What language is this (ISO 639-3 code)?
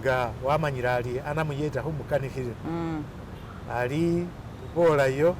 myx